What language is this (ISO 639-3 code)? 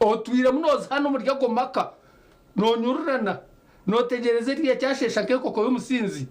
nyn